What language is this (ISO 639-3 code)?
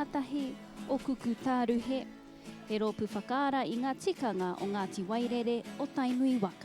mri